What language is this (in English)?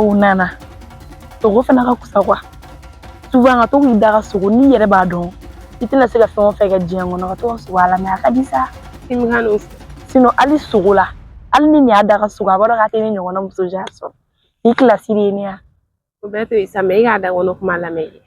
Bambara